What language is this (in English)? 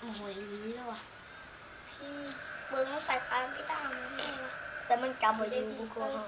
Northeastern Thai